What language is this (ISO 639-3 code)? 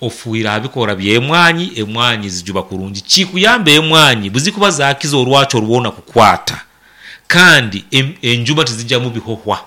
nyn